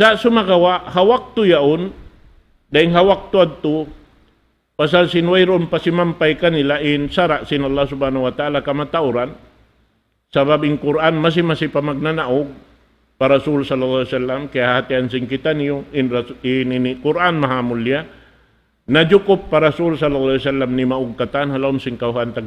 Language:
Tausug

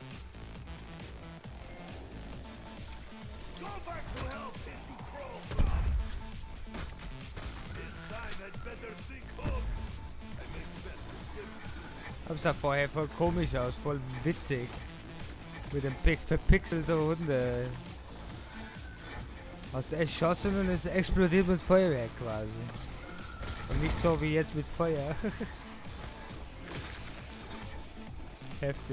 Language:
German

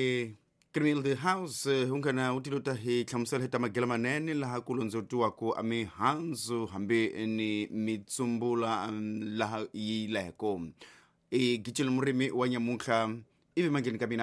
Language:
Tsonga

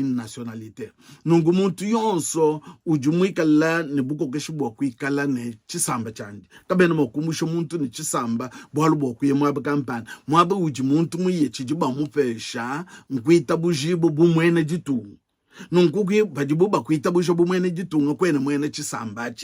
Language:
Luba-Lulua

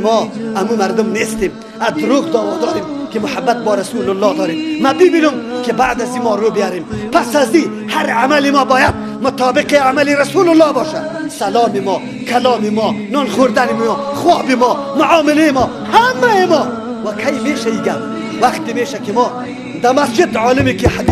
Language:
Persian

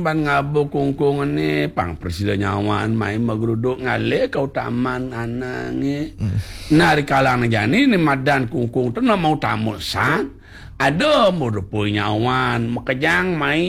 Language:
Balinese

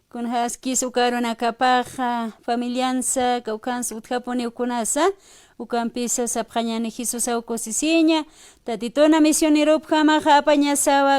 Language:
Aymara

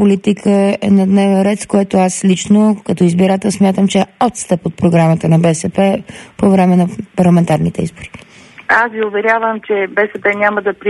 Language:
Bulgarian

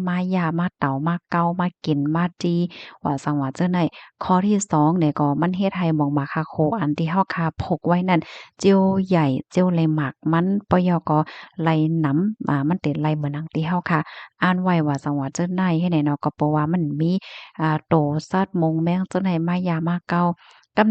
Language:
Shan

